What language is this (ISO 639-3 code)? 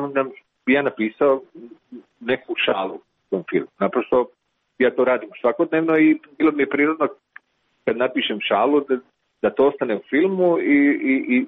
hrv